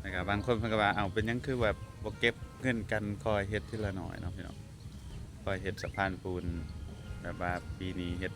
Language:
Lao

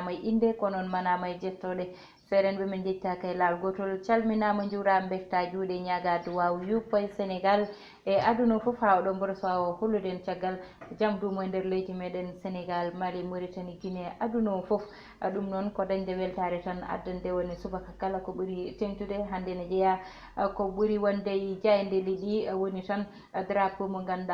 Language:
Fula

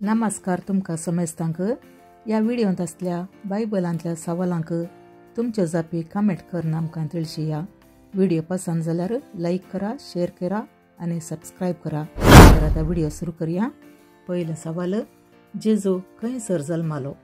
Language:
Konkani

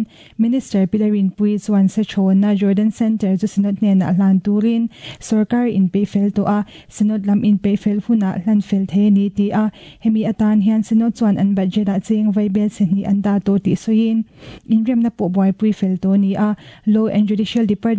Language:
Mizo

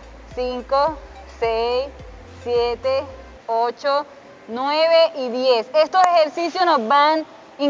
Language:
Spanish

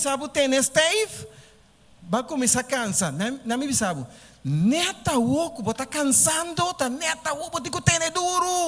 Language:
Papiamento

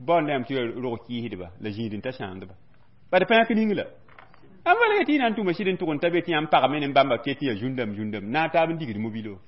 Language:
Mossi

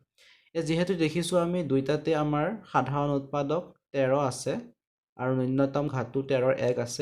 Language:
Assamese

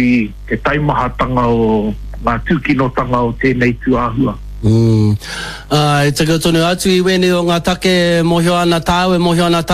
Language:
Māori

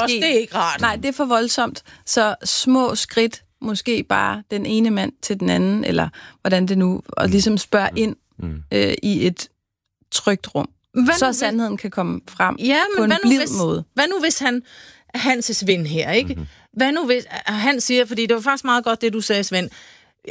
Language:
Danish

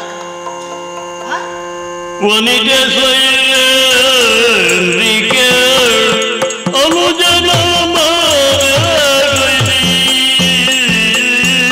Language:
Kannada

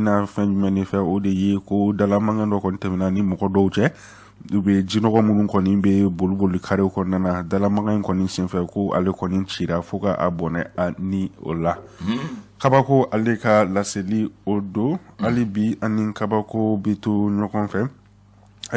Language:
Bambara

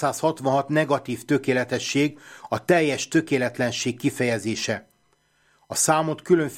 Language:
Hungarian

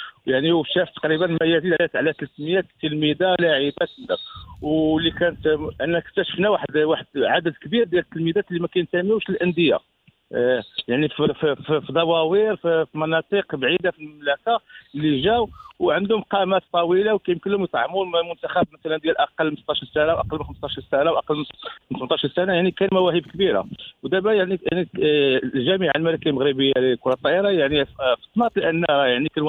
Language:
Moroccan Arabic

